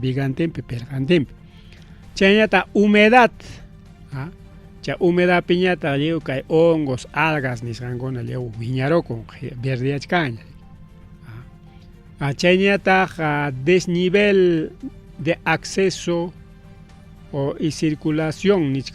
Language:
Ayacucho Quechua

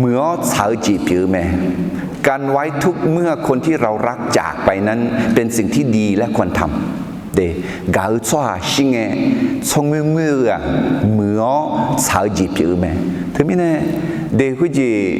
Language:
Akha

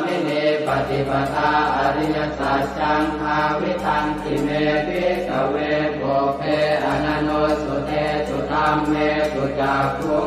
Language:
Pali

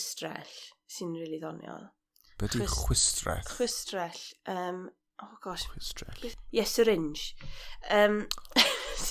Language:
Welsh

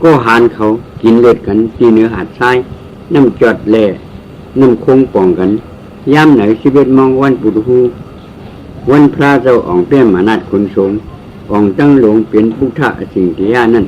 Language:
Shan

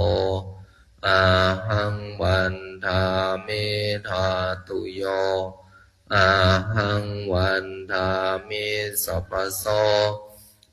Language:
Pali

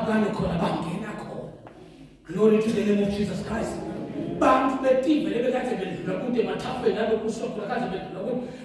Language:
Zulu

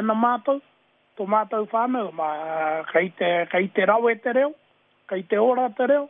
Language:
Māori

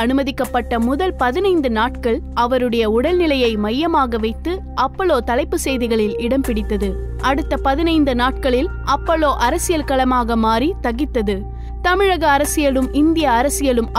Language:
Tamil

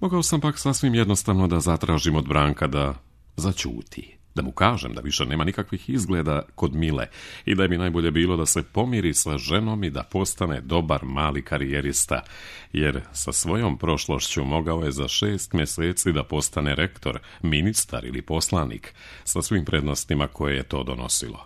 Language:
Serbian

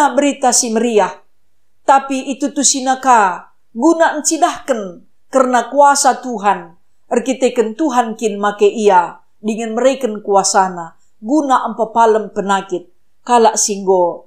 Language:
Batak Karo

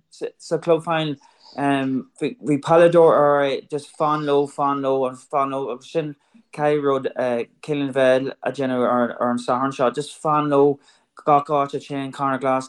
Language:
Irish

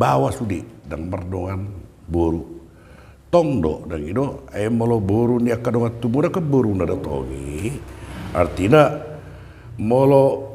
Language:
Batak Toba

